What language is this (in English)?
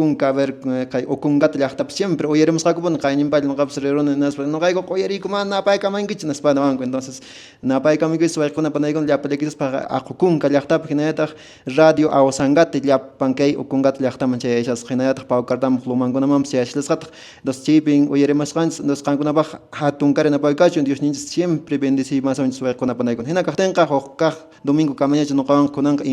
Quechua